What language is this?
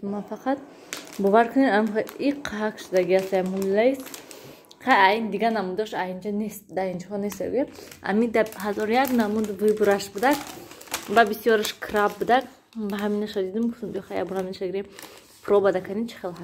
Tajik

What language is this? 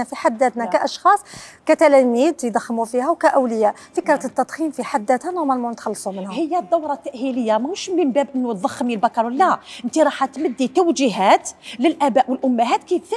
Algerian Arabic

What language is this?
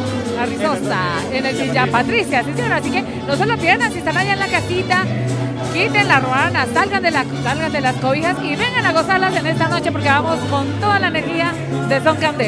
Spanish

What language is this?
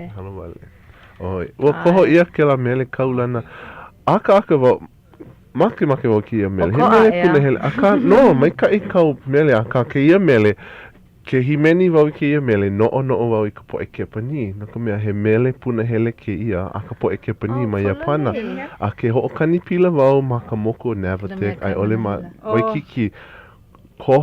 Hawaiian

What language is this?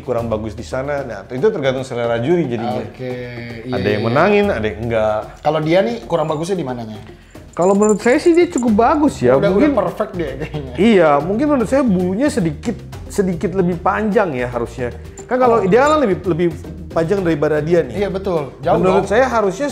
Indonesian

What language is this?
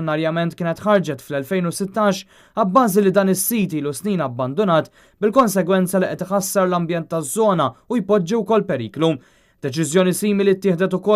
Maltese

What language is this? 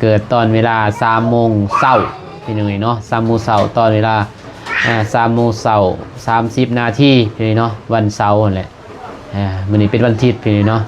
Lao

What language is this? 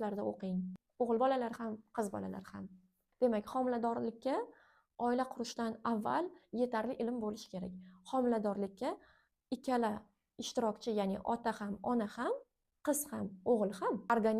Uzbek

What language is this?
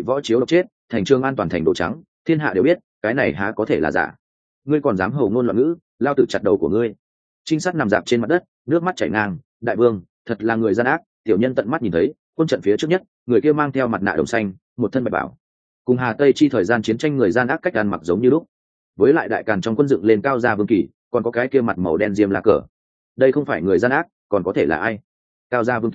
Vietnamese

